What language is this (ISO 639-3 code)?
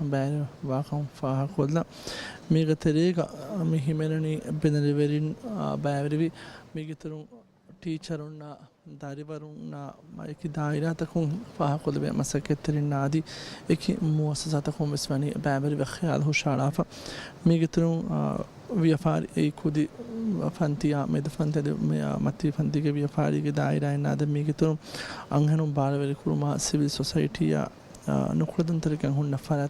div